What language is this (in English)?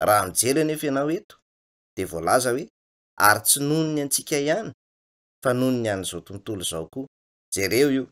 Malagasy